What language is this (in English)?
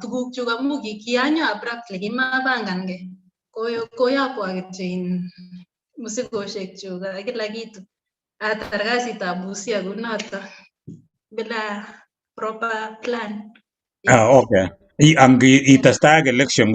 Kalenjin